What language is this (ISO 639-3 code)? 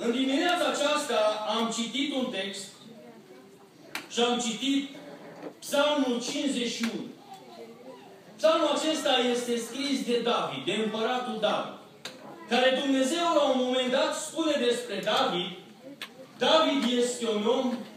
ron